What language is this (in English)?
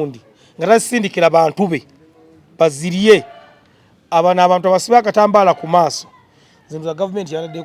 Ganda